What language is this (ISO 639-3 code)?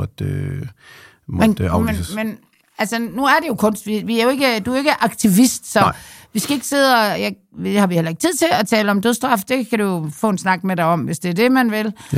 dan